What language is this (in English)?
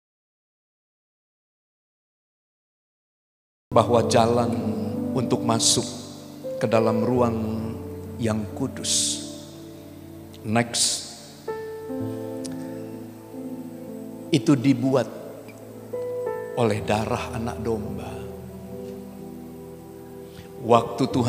Indonesian